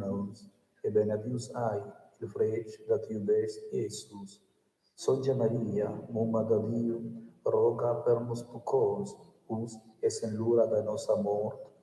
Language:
Romansh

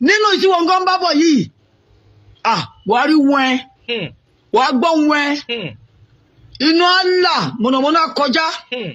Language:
Yoruba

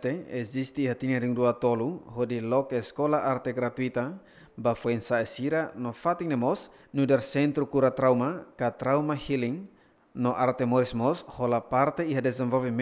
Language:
Tetum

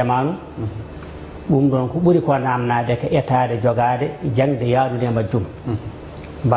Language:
Fula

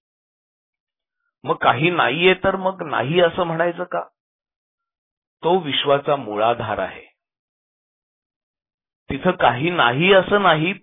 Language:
Marathi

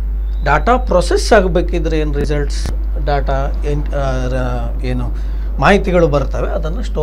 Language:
Kannada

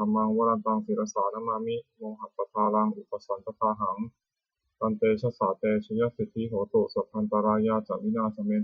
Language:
Pali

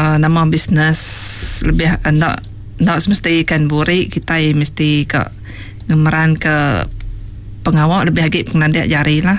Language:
Iban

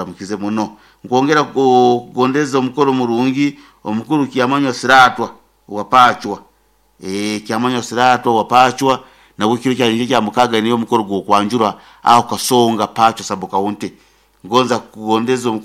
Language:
Nyoro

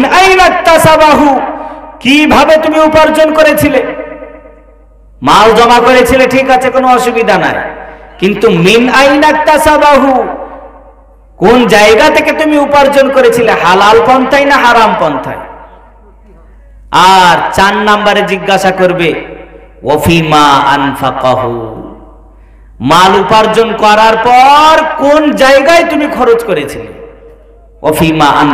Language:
Bangla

